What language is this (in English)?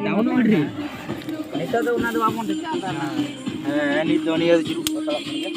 Santali